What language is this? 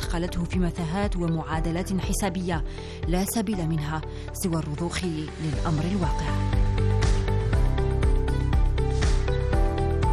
Arabic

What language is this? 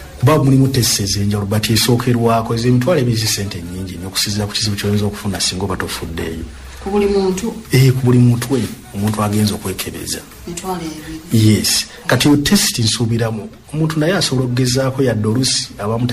Ganda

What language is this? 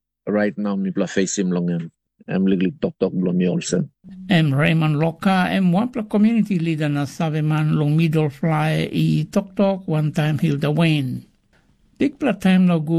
Tok Pisin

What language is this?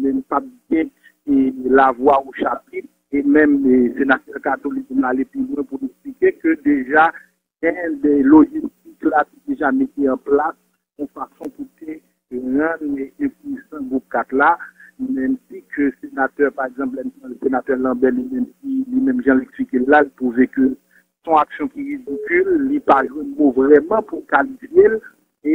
Haitian Creole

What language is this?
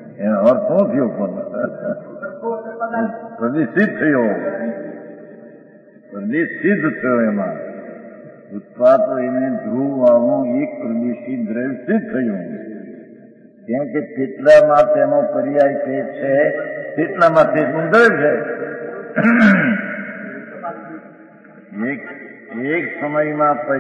Gujarati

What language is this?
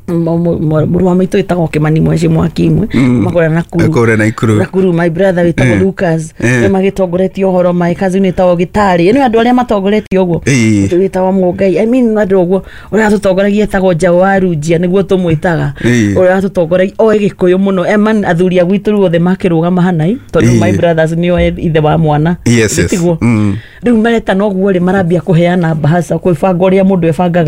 Kikuyu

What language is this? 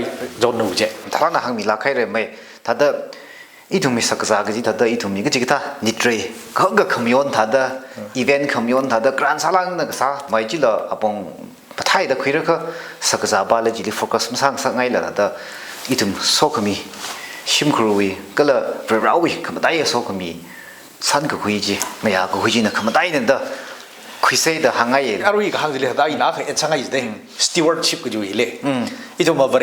Tangkhul Naga (India)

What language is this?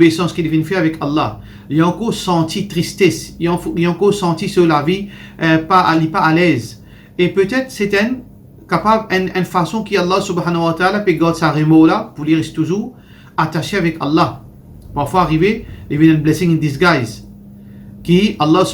Morisyen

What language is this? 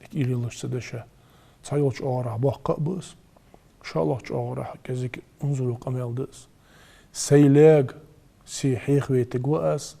Ingush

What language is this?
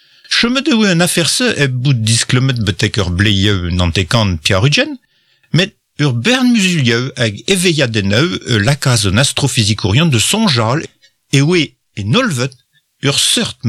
Breton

